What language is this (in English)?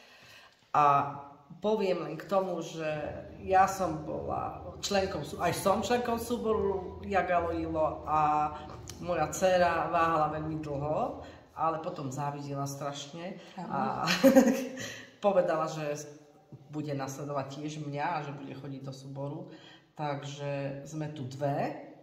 Slovak